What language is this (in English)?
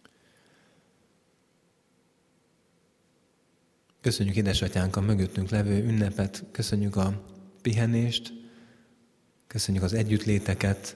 Hungarian